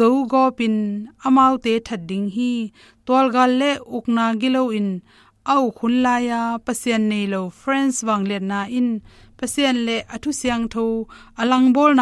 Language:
Tedim Chin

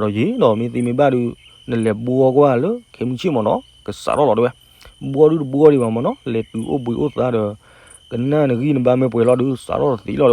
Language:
S'gaw Karen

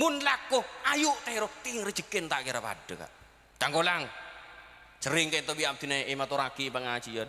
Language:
Madurese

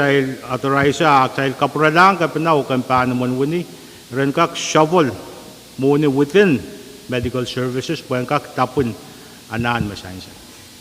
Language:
Pohnpeian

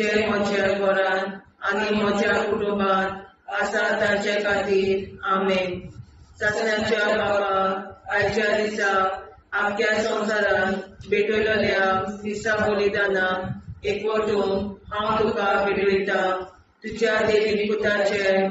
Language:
Konkani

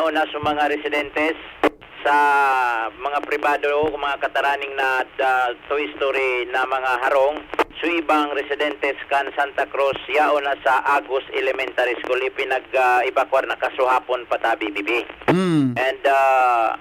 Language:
Bikol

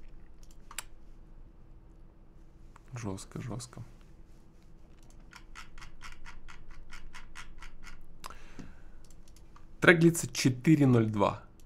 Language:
Russian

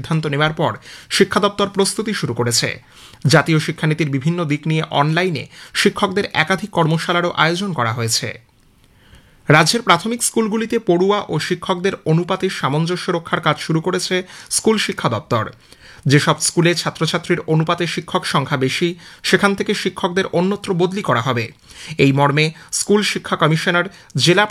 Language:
Bangla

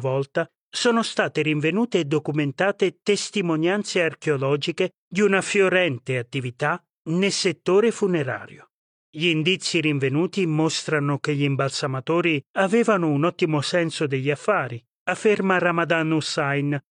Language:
Italian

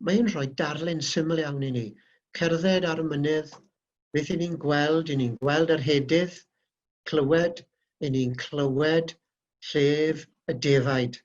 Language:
Welsh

